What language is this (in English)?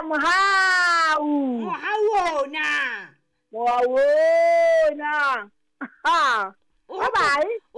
Southern Sotho